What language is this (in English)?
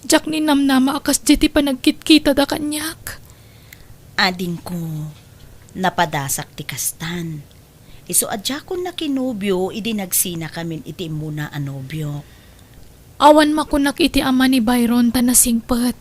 Iloko